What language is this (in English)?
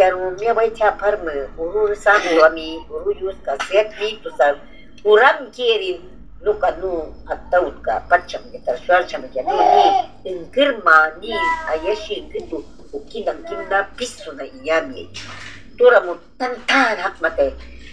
Shuar